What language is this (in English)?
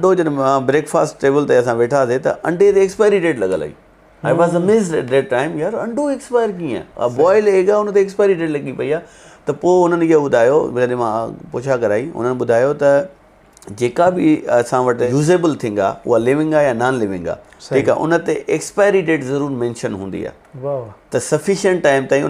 Sindhi